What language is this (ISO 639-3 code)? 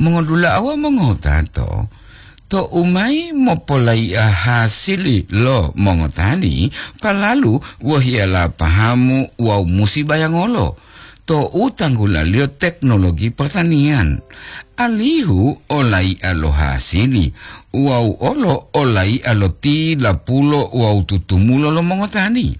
gor